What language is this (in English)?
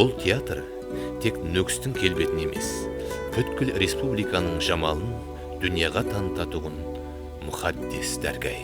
Kara-Kalpak